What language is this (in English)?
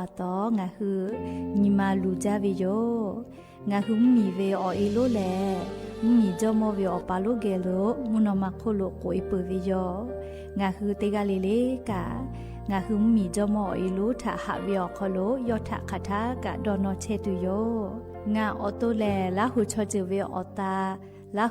Lahu